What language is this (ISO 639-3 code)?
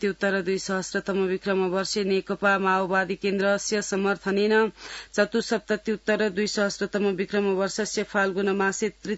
san